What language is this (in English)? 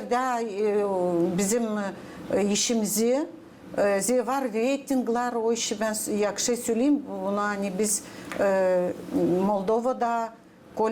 Gagauz